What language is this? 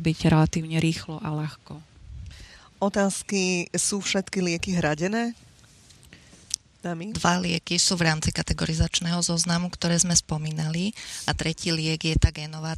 Slovak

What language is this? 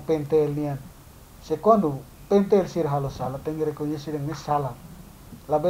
Tetum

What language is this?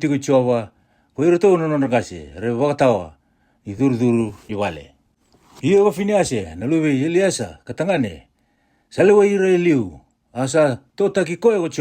Fijian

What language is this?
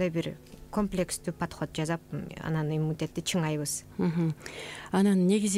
Kyrgyz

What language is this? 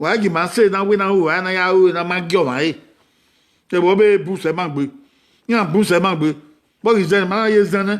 Bini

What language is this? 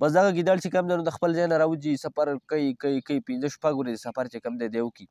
Pashto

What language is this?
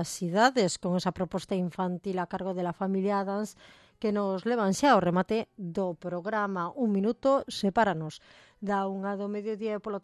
Galician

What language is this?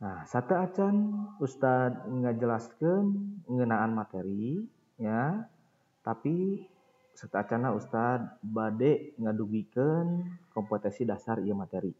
Sundanese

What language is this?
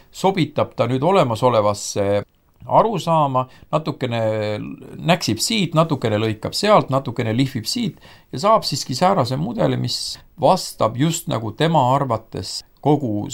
Estonian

